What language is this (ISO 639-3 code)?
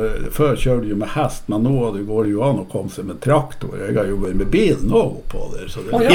nor